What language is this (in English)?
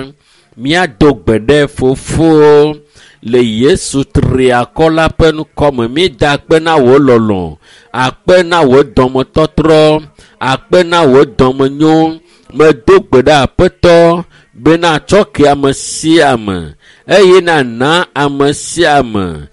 Ewe